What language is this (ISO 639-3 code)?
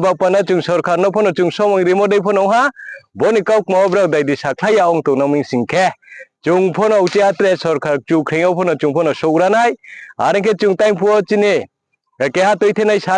ria